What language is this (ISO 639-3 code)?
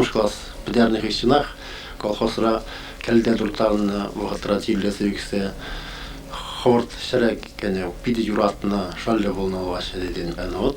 chv